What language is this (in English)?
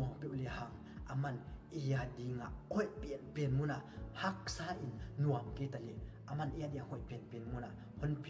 Paite Chin